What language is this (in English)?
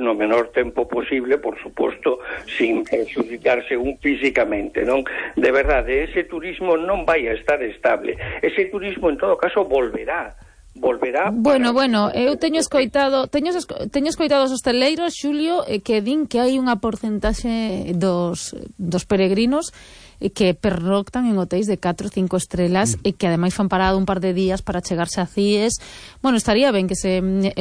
Galician